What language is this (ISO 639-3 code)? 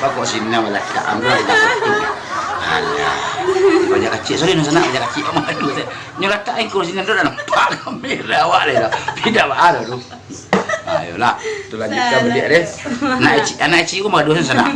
min